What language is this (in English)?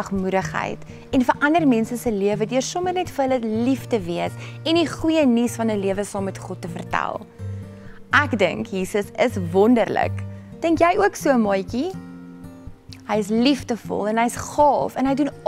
Afrikaans